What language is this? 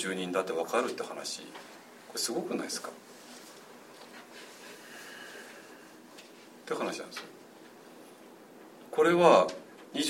Japanese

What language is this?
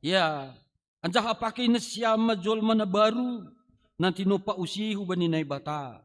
Batak Simalungun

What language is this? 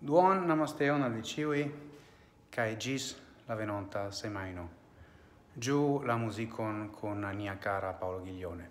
Esperanto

